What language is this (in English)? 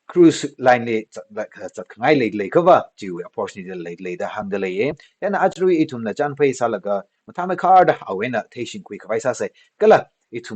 Tangkhul Naga (India)